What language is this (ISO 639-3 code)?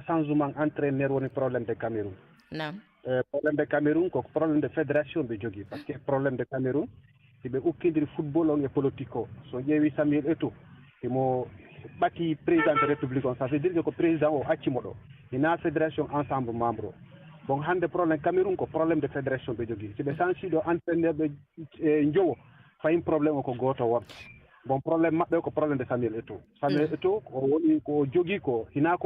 ful